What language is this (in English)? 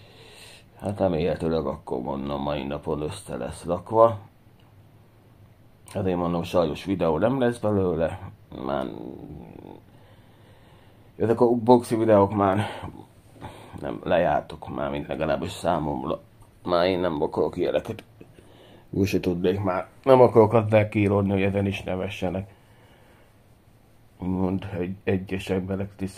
Hungarian